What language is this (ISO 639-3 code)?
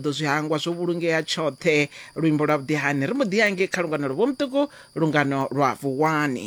ven